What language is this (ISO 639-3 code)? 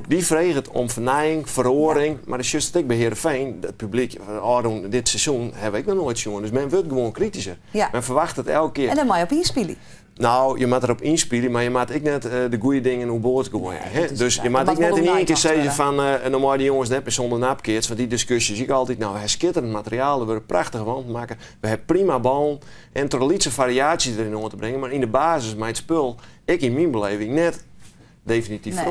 fry